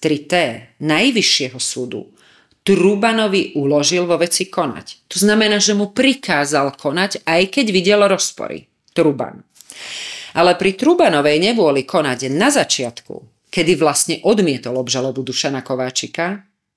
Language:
Slovak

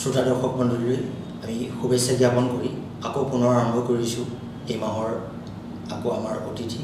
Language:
Assamese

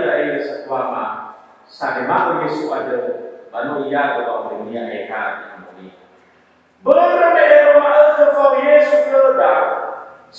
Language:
Nias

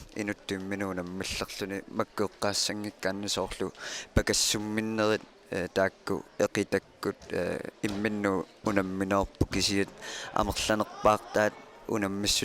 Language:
Kalaallisut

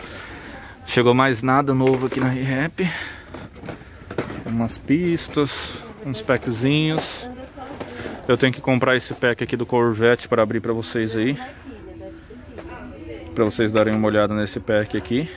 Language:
Portuguese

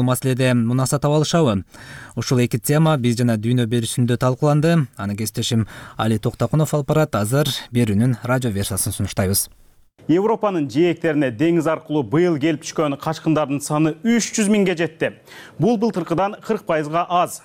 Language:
Kyrgyz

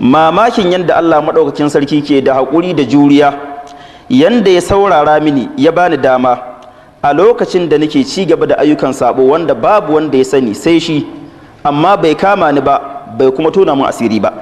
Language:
Hausa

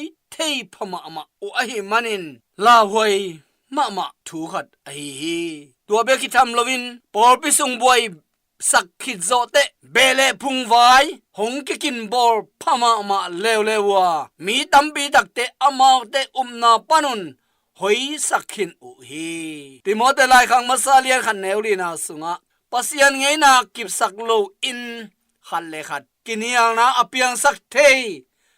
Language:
Tedim Chin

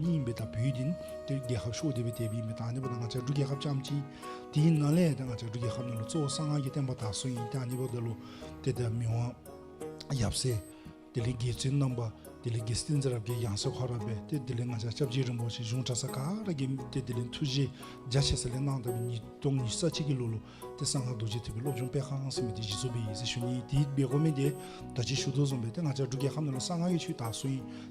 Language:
Dzongkha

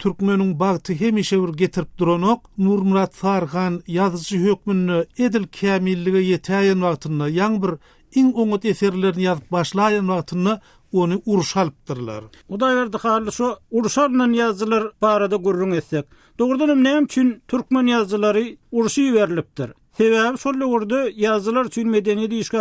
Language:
Turkmen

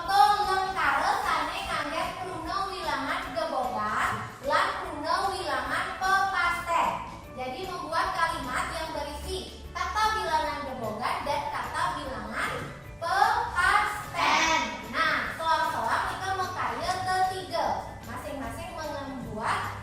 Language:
Balinese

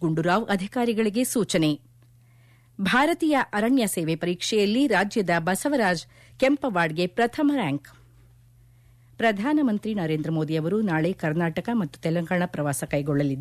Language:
Kannada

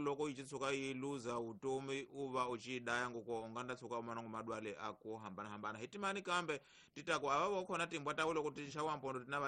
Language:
Tsonga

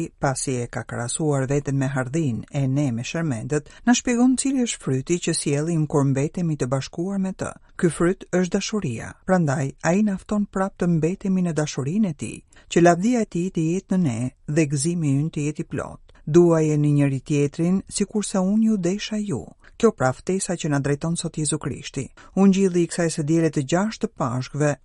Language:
Albanian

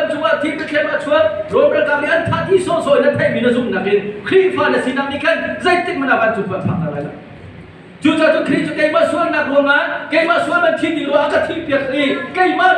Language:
Hakha Chin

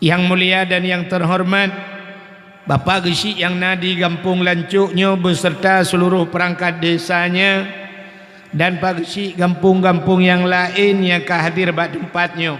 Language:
Achinese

